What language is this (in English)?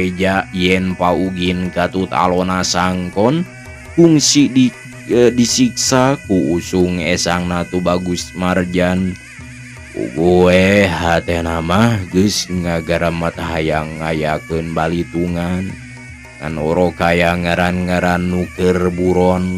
Sundanese